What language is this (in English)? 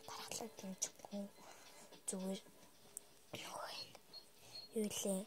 Mongolian